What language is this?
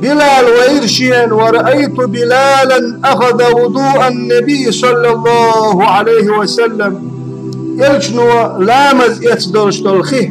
Chechen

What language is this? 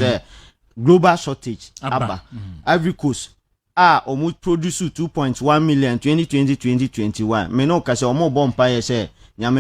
Akan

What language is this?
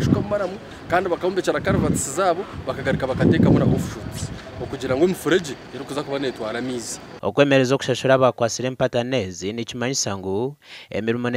Nyankole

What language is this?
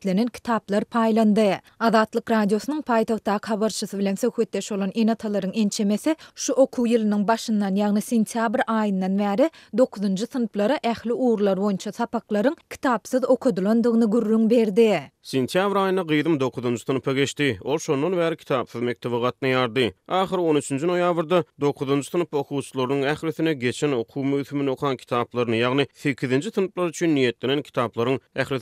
Turkmen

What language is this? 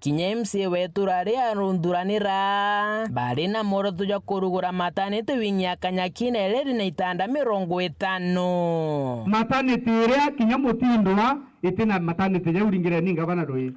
Meru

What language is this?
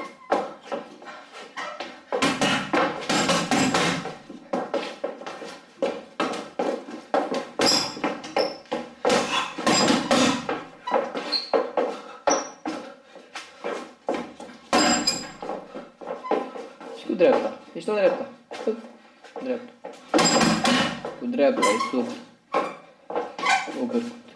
Romanian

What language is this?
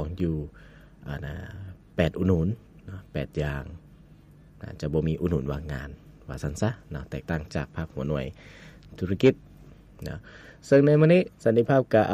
Lao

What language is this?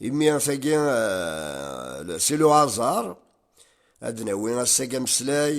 Kabyle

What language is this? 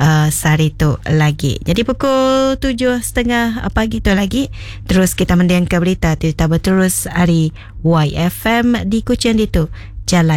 Iban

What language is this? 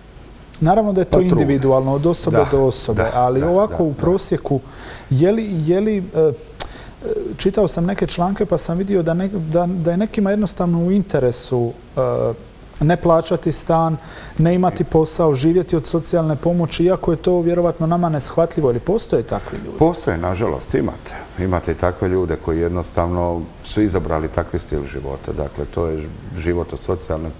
Croatian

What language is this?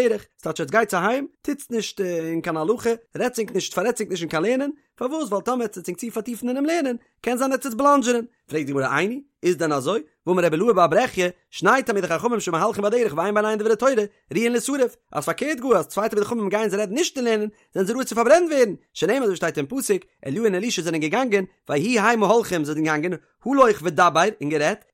Yiddish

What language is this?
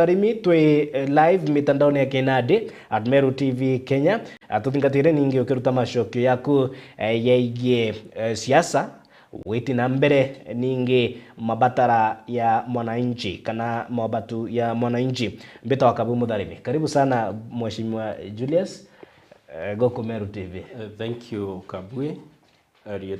Meru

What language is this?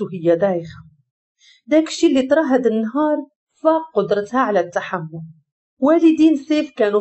Moroccan Arabic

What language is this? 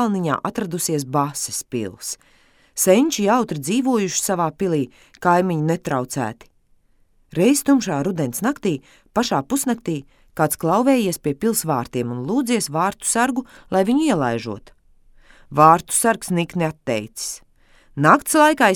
Latvian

